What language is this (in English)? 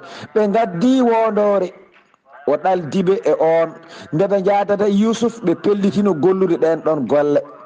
Fula